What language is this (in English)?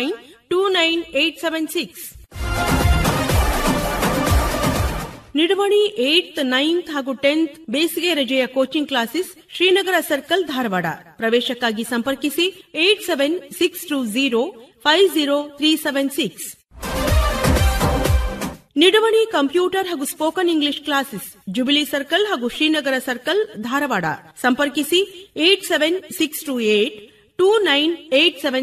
Kannada